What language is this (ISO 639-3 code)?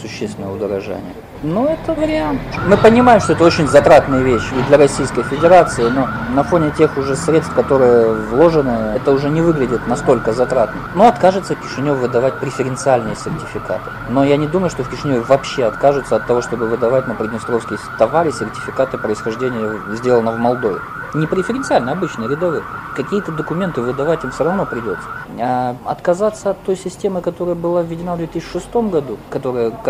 rus